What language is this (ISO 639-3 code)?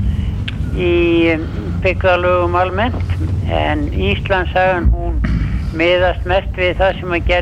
isl